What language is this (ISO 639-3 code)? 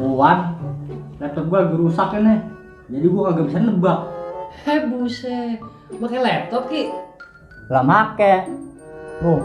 bew